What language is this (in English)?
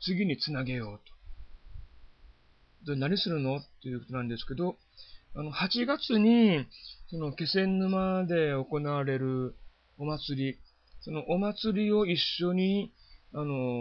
Japanese